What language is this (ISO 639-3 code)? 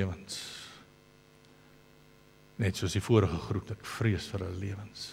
afr